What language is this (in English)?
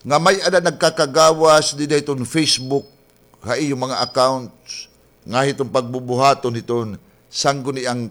Waray